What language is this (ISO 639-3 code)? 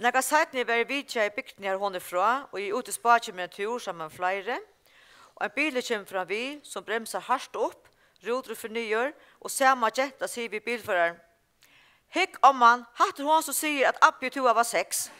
fao